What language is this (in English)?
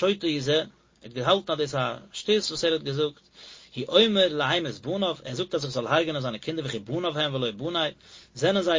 Yiddish